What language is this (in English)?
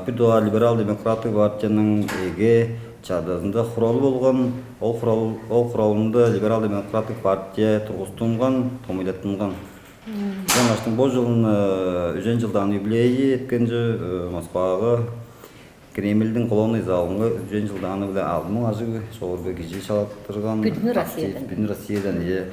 Tuvinian